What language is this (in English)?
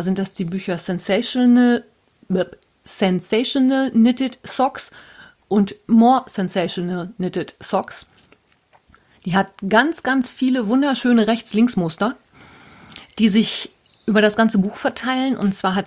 German